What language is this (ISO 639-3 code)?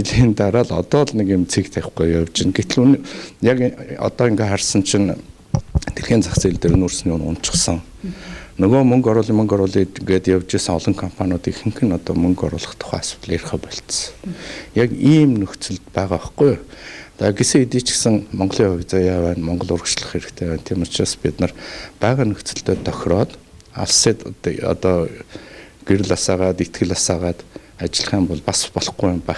mon